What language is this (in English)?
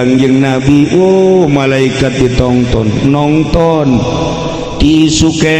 Sundanese